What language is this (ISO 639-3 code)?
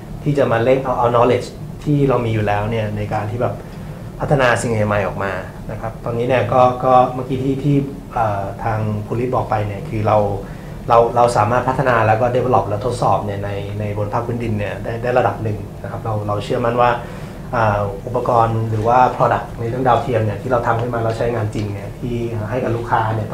tha